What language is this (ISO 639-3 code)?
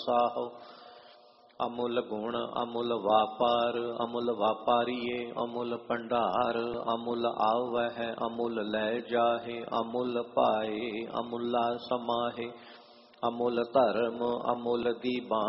pan